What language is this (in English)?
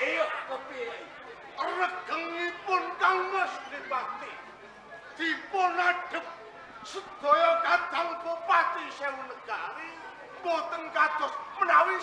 Javanese